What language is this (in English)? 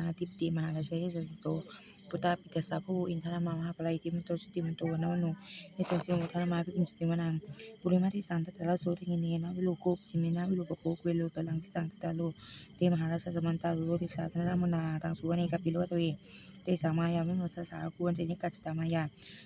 Pali